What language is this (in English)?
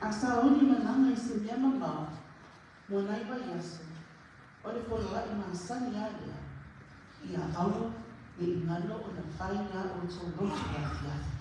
Samoan